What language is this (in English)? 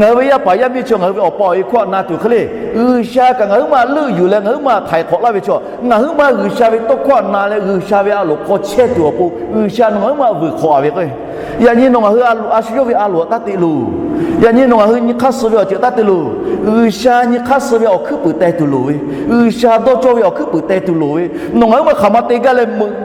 Lahu